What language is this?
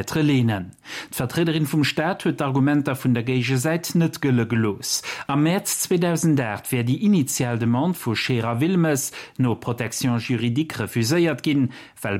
Luxembourgish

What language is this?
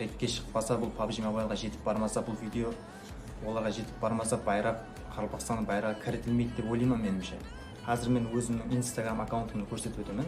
Kara-Kalpak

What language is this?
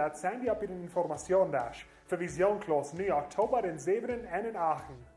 Plautdietsch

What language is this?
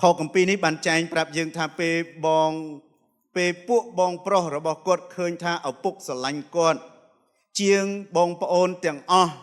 Khmer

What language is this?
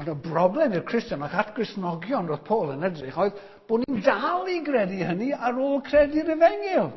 Welsh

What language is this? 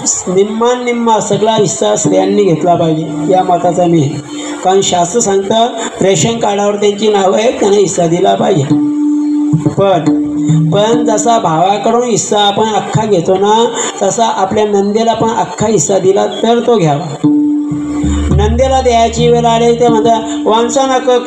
Marathi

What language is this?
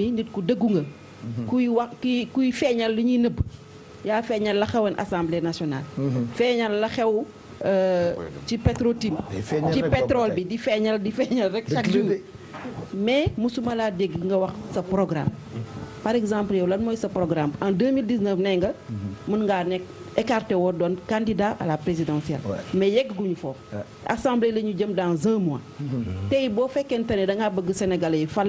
Wolof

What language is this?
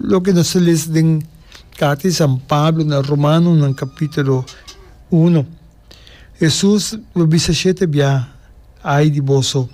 Papiamento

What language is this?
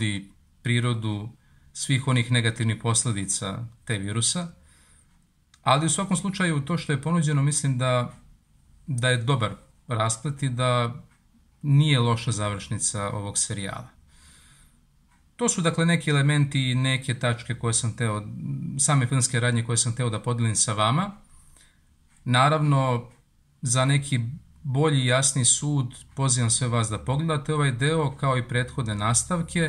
Serbian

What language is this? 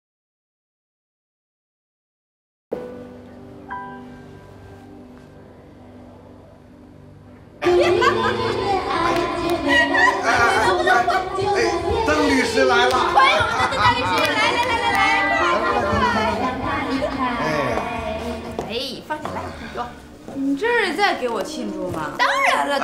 Chinese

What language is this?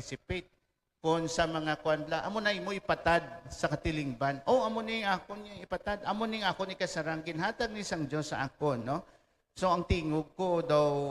Hiligaynon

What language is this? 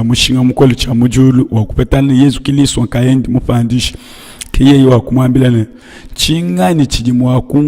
Luba-Lulua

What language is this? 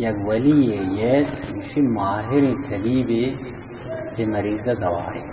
Baluchi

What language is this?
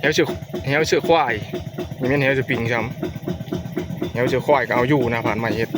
Northeastern Thai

